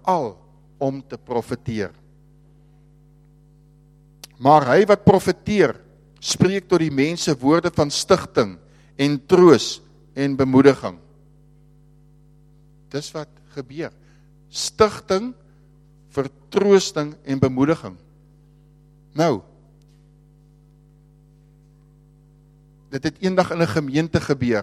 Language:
Afrikaans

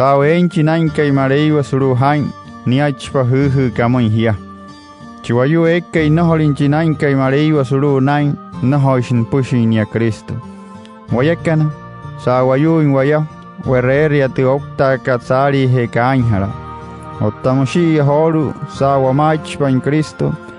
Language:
Wayuu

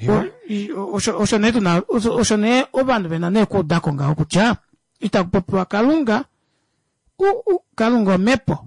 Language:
Kuanyama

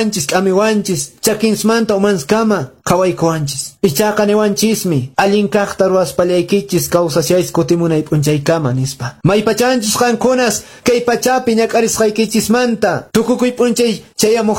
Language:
Quechua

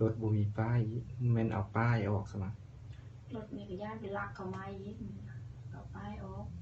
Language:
Lao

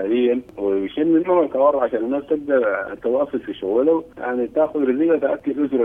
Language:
Sudanese Arabic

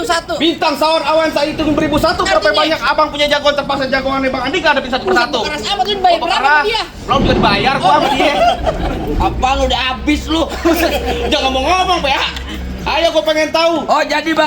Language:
Betawi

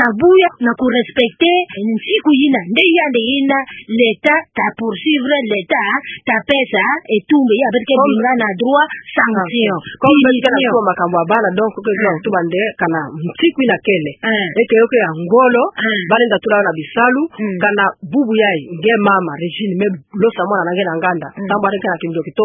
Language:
Kituba (Democratic Republic of Congo)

